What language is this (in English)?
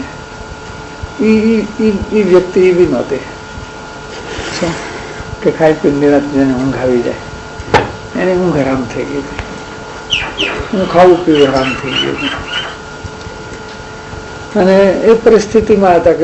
Gujarati